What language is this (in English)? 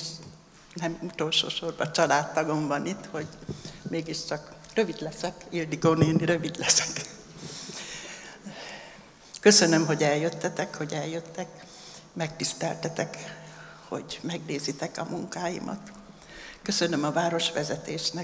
Hungarian